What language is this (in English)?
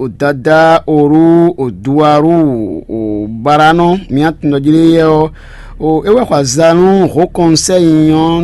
Fon